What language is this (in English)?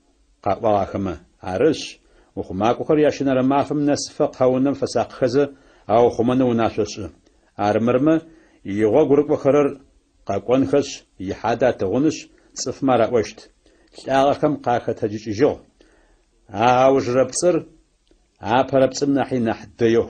Adyghe